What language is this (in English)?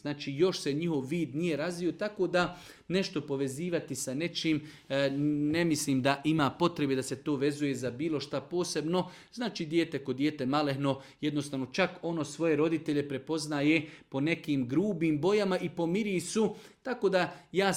Bosnian